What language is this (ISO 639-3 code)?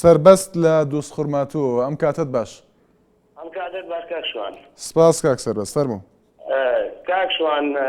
ckb